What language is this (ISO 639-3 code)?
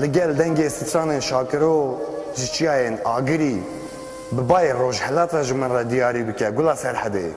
kur